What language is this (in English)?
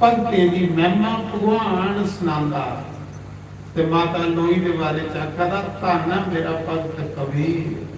Dogri